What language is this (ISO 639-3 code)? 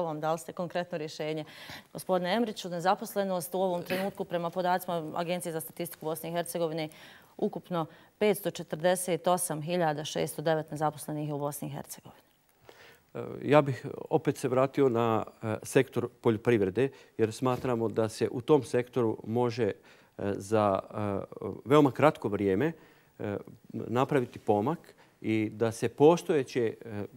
bos